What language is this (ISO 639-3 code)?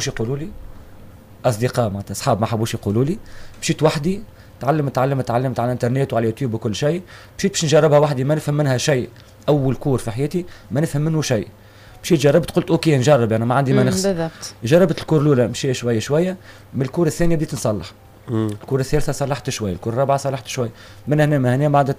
aeb